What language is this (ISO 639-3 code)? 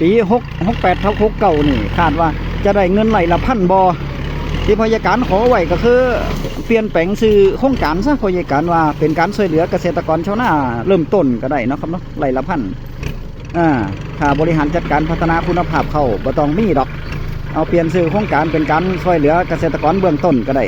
tts